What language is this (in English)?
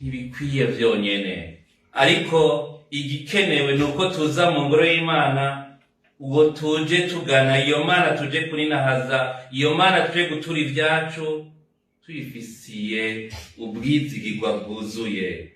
Rundi